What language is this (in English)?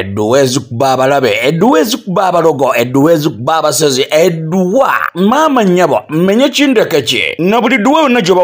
Ganda